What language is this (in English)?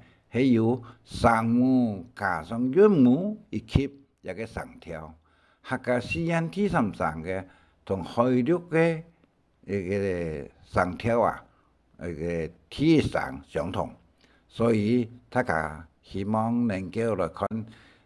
Hakka Chinese